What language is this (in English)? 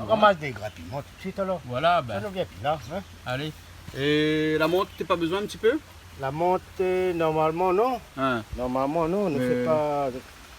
Réunion Creole French